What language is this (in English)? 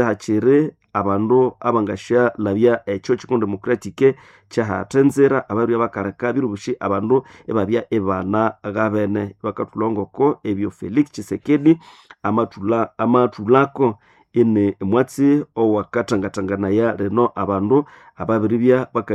Nande